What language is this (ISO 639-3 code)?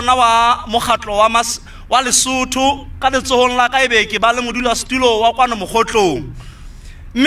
sot